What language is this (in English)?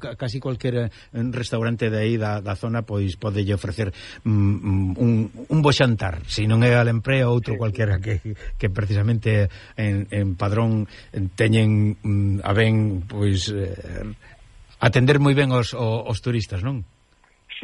Galician